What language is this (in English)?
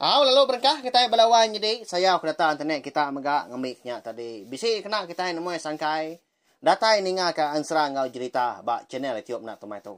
Iban